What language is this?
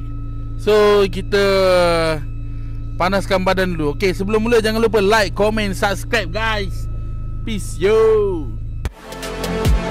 Malay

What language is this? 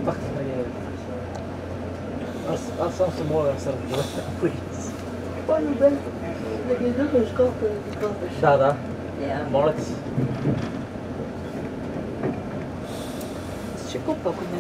Bulgarian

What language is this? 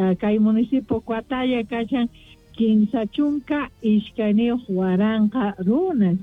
South Bolivian Quechua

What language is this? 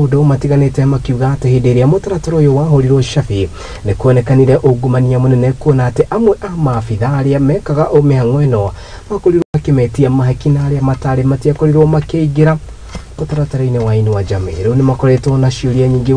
Kikuyu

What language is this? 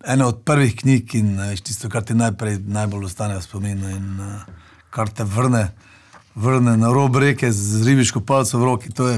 Slovenian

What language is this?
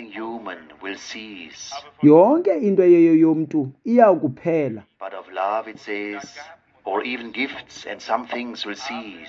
Xhosa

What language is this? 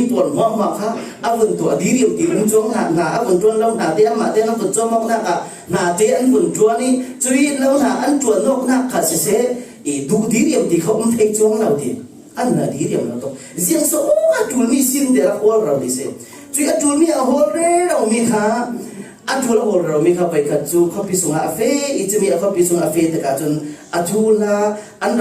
Falam Chin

